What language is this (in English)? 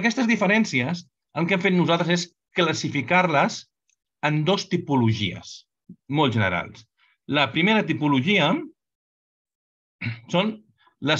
Catalan